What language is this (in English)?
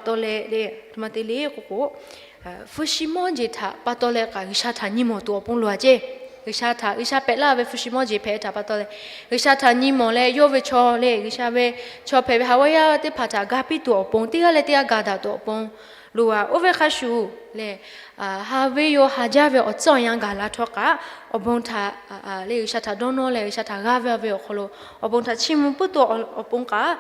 Lahu